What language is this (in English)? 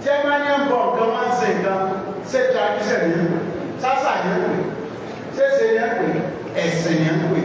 Yoruba